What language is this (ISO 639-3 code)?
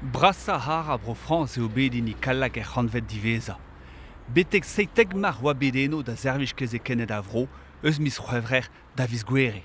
bre